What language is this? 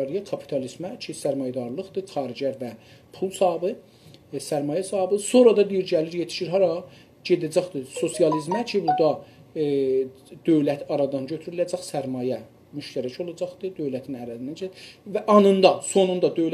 South Azerbaijani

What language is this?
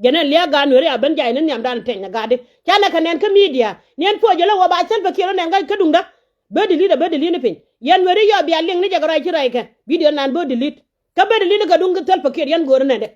Nuer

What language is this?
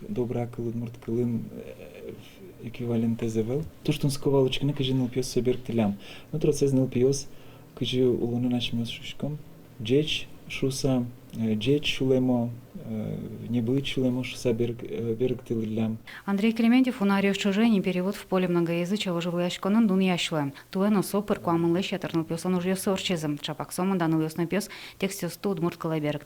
Udmurt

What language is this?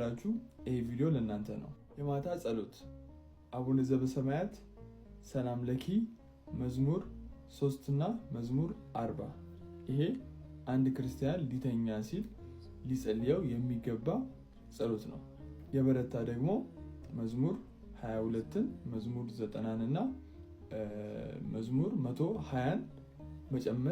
Amharic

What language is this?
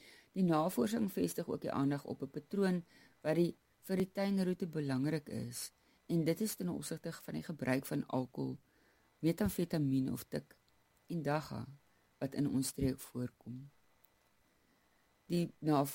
Afrikaans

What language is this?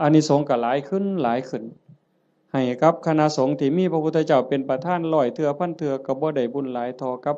Northeastern Thai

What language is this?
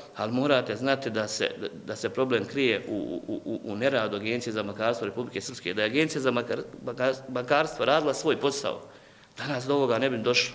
Bosnian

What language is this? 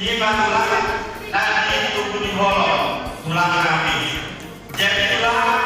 Batak Toba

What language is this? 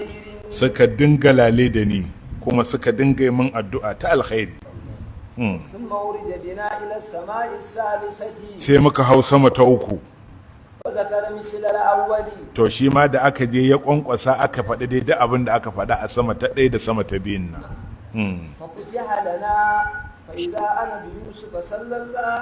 Hausa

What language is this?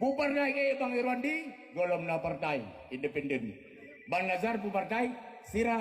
Achinese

